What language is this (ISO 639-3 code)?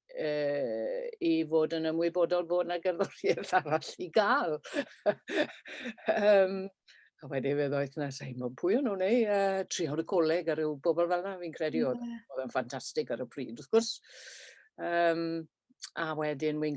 cym